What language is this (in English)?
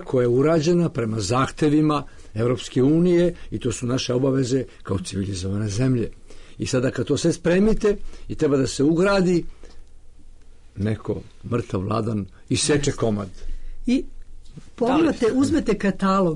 Serbian